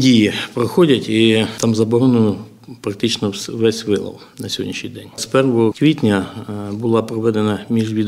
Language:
Ukrainian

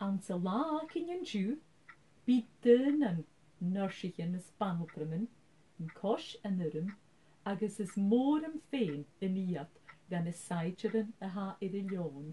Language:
Scottish Gaelic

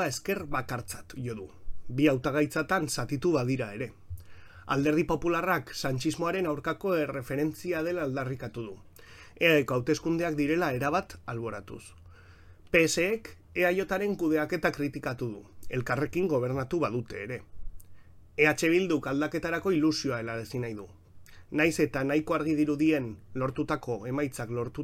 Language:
Basque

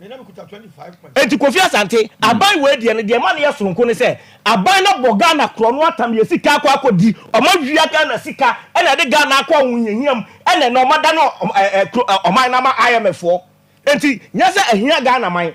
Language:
Akan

